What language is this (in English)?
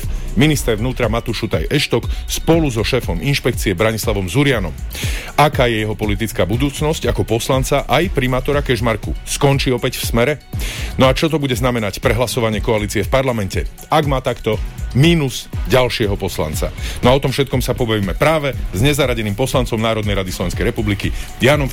Slovak